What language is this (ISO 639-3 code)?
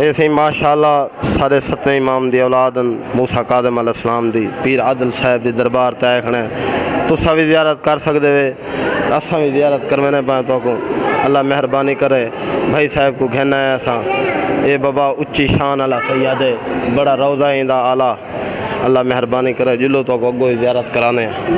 skr